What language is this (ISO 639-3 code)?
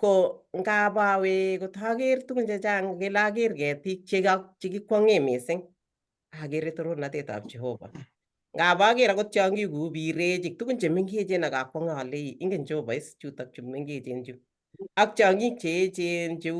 kln